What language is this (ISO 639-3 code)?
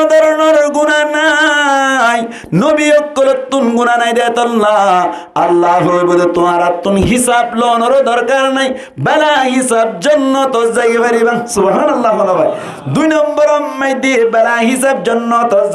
rhg